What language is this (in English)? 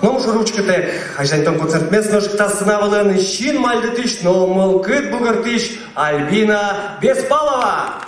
Udmurt